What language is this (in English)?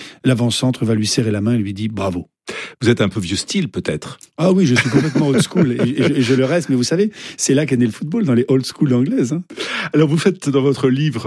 French